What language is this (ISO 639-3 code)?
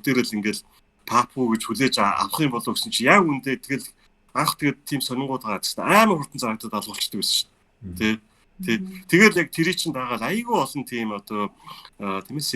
mon